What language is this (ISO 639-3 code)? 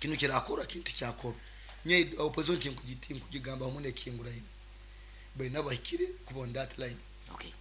nyn